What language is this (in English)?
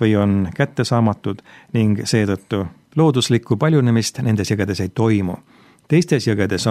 Estonian